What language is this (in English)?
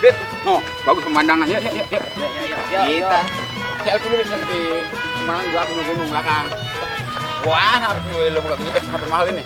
Betawi